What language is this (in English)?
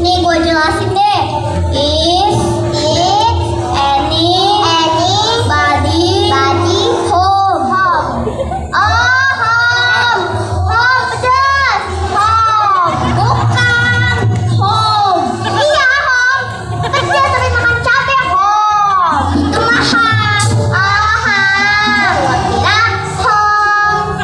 Betawi